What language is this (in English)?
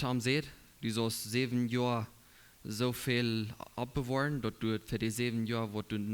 Plautdietsch